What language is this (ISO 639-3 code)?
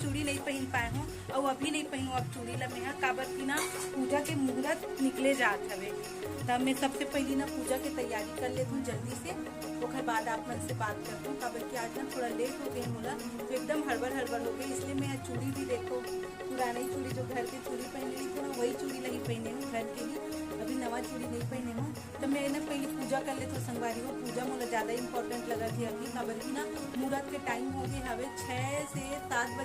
hne